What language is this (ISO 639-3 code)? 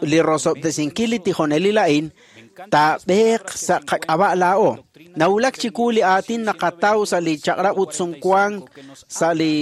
kek